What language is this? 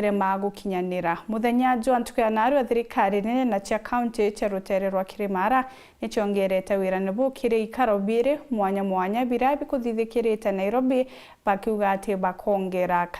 Meru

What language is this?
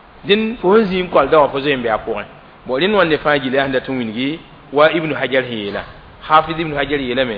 Mossi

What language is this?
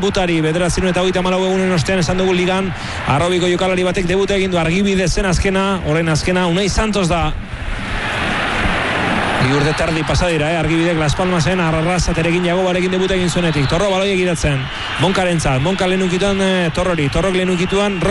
Basque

